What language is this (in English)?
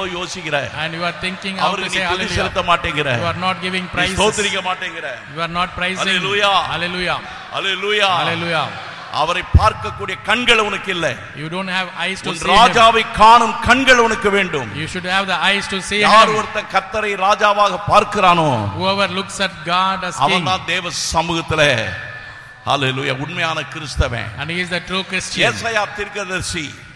Tamil